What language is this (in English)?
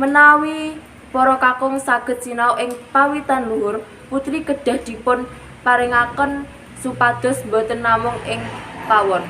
Javanese